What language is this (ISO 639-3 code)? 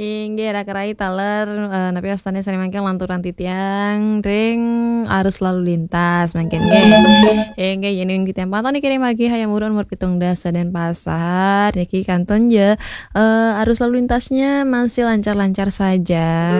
ban